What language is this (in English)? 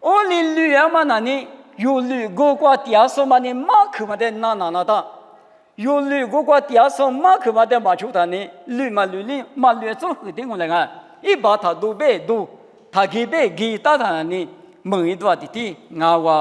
Lisu